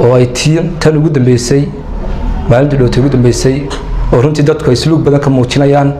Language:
Somali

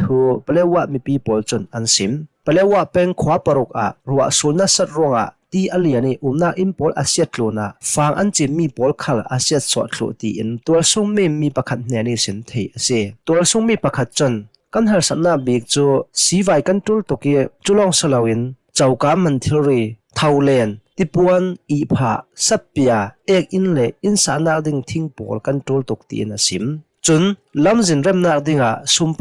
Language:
Hakha Chin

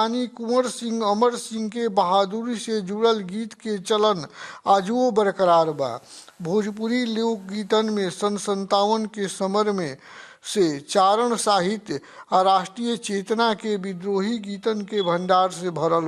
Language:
Bhojpuri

